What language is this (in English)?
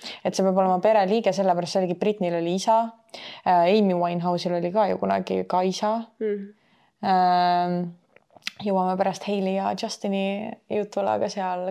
Estonian